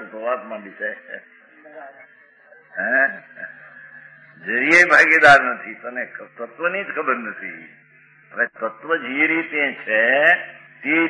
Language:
Gujarati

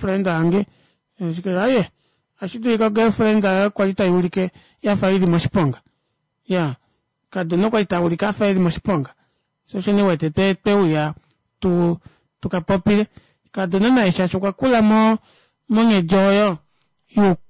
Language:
Kuanyama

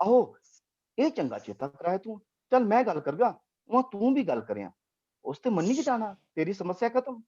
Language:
Dogri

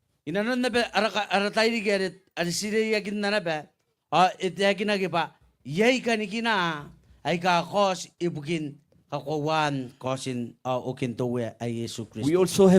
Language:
Gilbertese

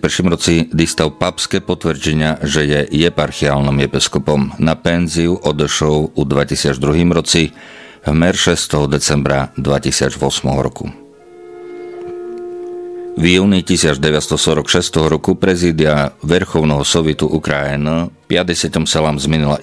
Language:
Rusyn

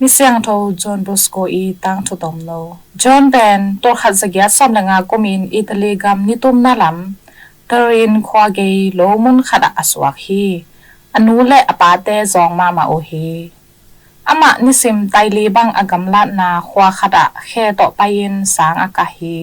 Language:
Tedim Chin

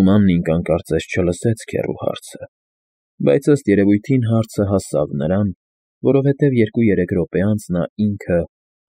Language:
Armenian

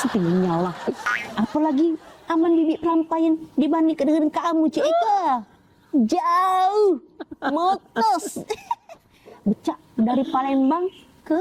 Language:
Musi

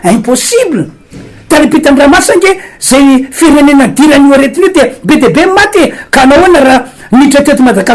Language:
Malagasy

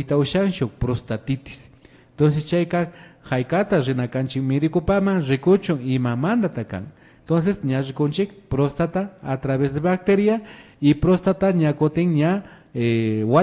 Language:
Imbabura Highland Quichua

